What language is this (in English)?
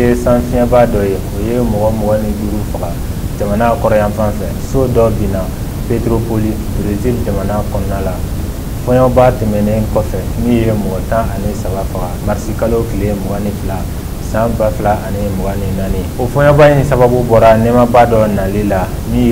Bambara